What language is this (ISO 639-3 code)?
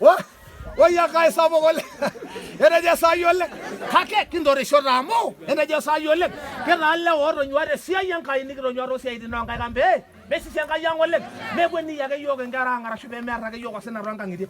mas